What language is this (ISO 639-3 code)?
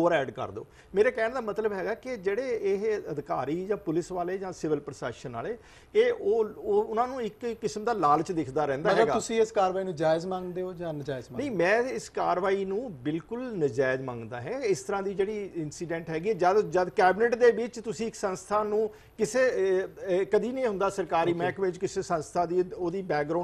pan